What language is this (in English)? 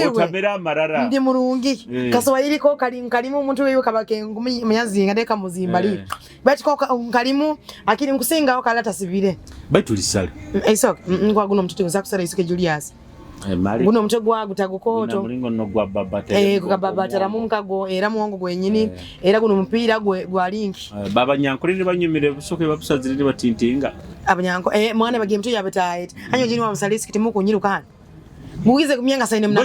Nyoro